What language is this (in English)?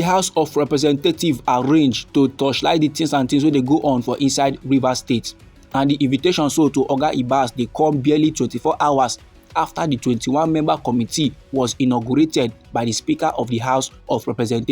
Nigerian Pidgin